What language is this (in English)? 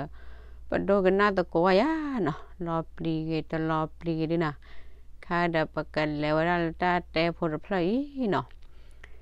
S'gaw Karen